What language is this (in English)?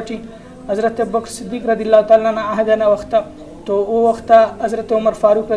Brahui